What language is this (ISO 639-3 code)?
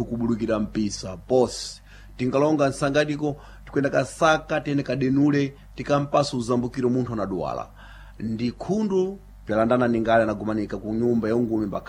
seh